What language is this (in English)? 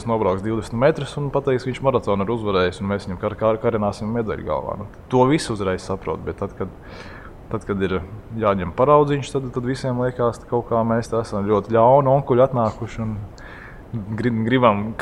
Latvian